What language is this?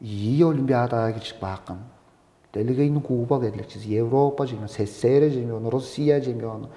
Tuvinian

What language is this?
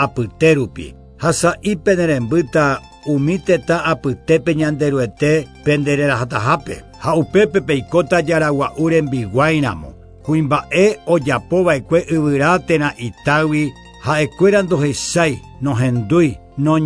Guarani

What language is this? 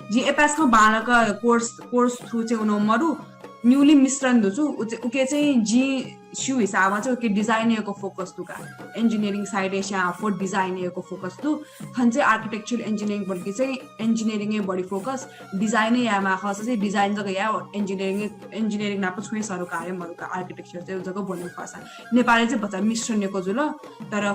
Newari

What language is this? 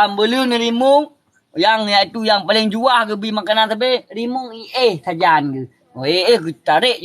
Achinese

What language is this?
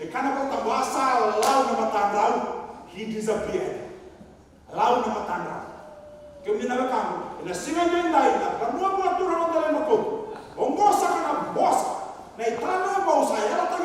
Fijian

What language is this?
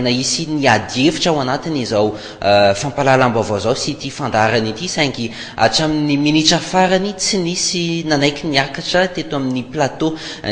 Malagasy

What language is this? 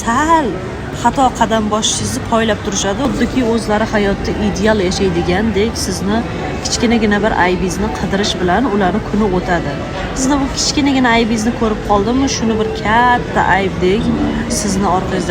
Uzbek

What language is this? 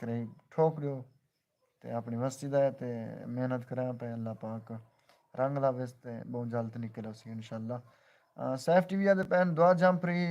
Saraiki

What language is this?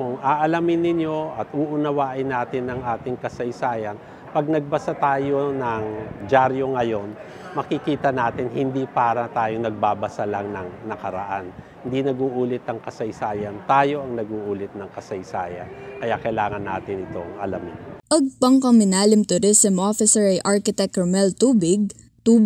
Pampanga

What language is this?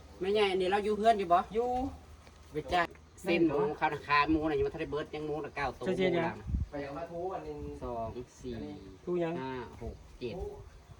Northeastern Thai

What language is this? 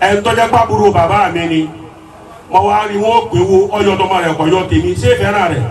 Yoruba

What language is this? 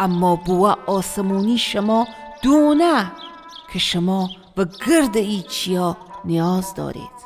Northern Luri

